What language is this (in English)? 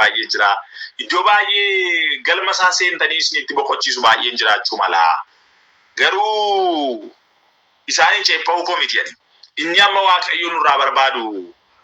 Oromo